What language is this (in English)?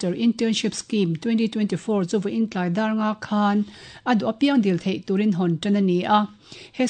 Mizo